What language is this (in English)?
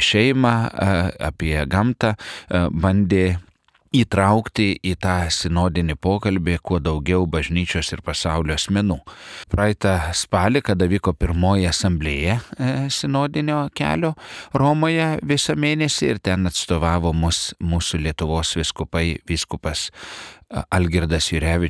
Lithuanian